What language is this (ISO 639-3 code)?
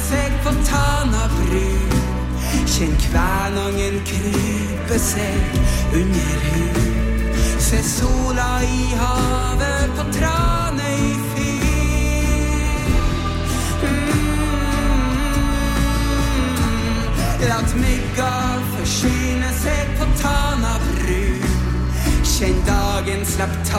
nor